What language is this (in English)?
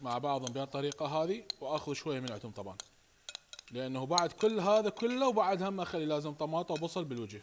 Mesopotamian Arabic